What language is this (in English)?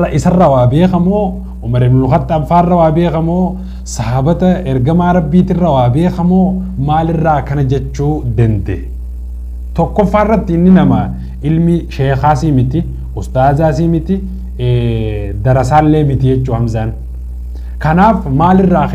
Oromo